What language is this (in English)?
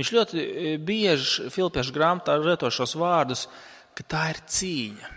Latvian